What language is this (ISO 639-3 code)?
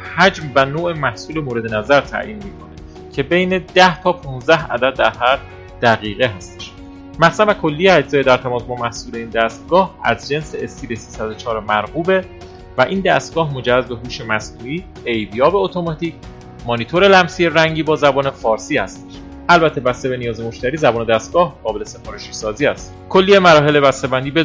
fas